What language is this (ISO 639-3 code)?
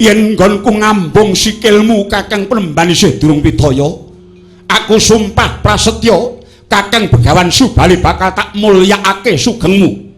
jav